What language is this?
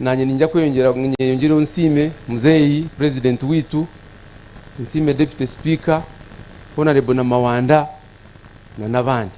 Nyankole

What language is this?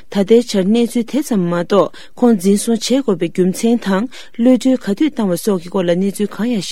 Tibetan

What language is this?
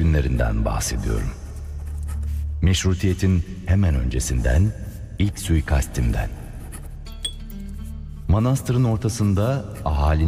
Turkish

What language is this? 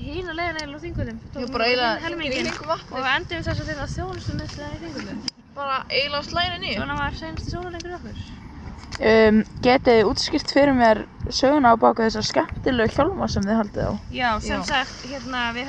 Icelandic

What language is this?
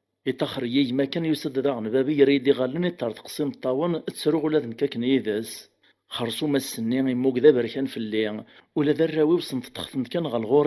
Kabyle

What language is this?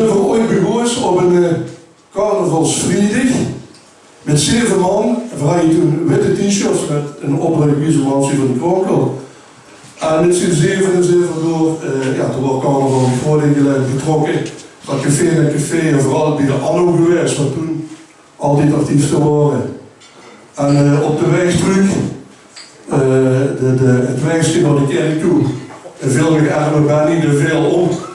Limburgish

